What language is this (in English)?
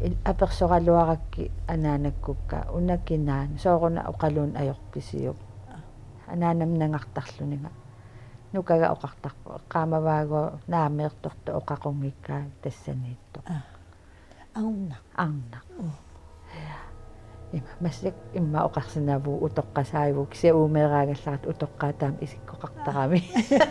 Kalaallisut